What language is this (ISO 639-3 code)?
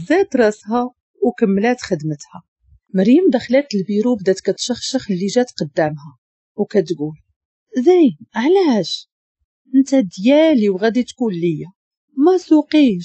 ary